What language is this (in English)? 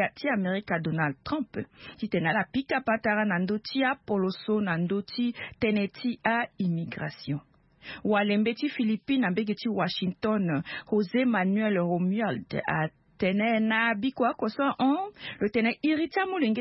Sango